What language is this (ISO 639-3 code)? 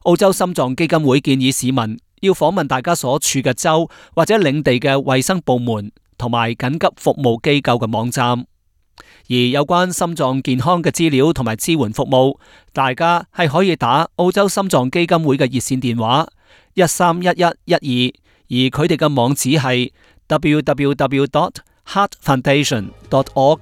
yue